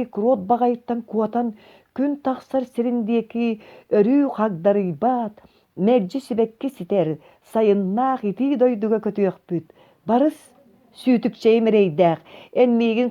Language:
Yakut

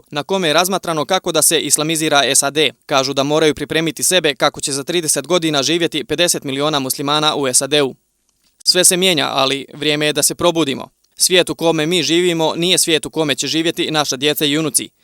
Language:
Serbian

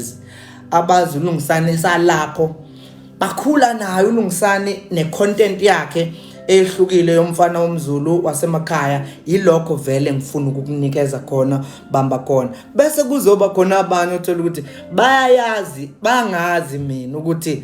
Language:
Zulu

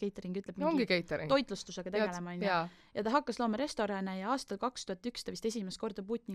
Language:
Estonian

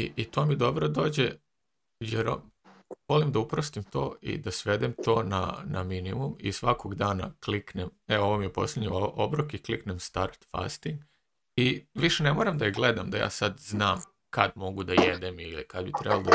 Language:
Serbian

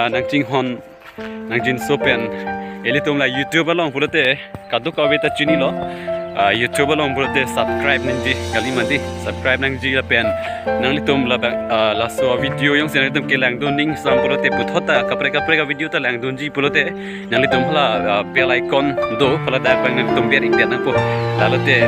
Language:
Karbi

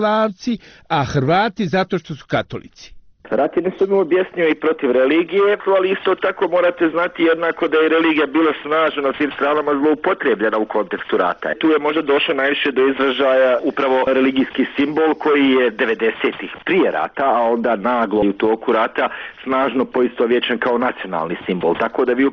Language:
Bosnian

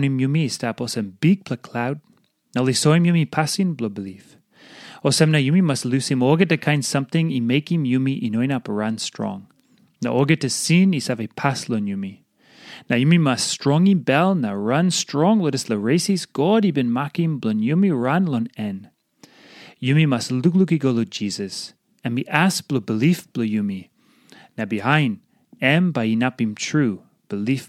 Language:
Tok Pisin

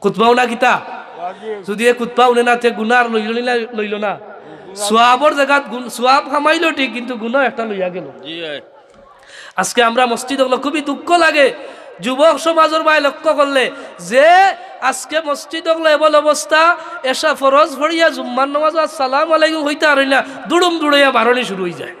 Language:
Sylheti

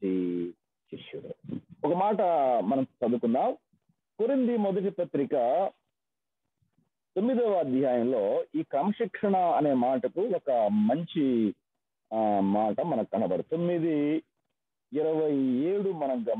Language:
Telugu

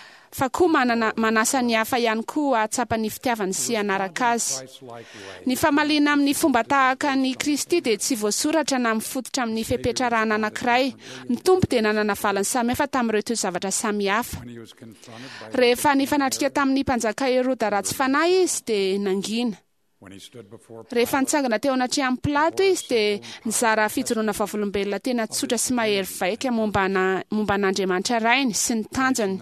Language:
Malagasy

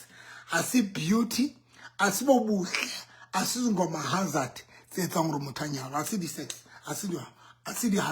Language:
Southern Sotho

